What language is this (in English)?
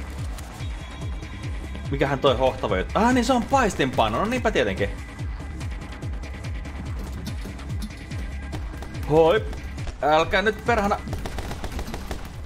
Finnish